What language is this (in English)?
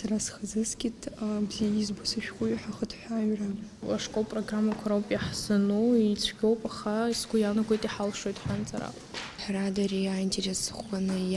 Abkhazian